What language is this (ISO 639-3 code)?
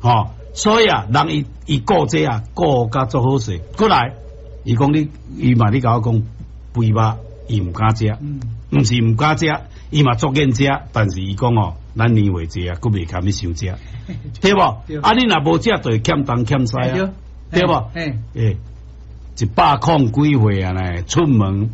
nan